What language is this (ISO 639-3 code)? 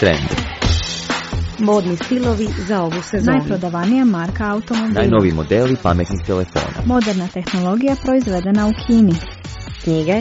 hrv